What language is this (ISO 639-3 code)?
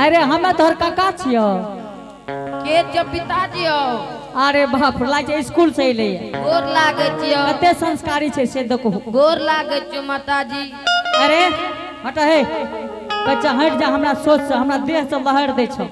anp